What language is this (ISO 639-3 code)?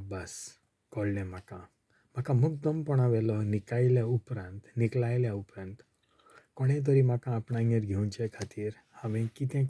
kok